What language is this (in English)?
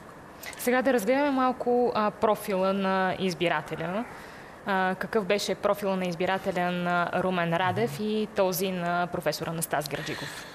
Bulgarian